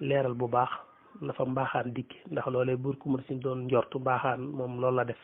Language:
Wolof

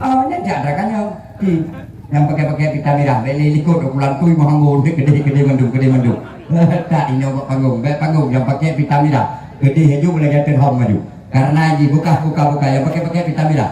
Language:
Achinese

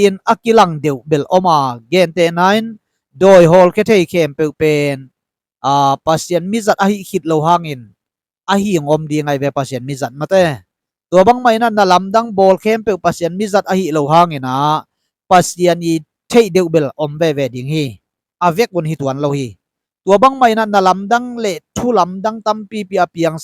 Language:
Tedim Chin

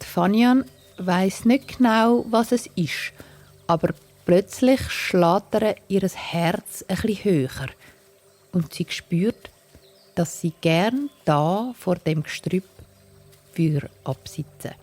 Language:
Swiss German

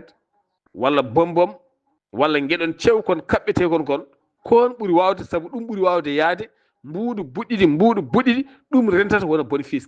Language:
Fula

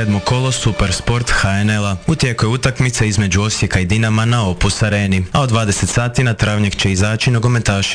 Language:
Croatian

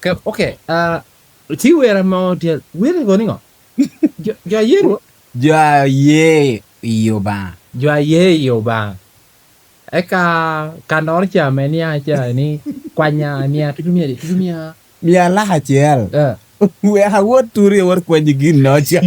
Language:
Lango (Uganda)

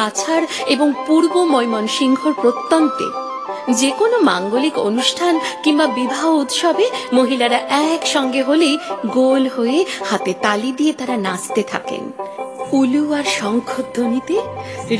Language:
Bangla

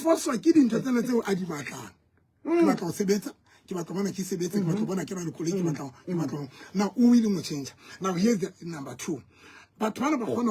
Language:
Southern Sotho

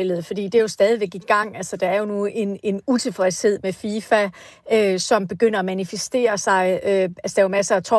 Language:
Danish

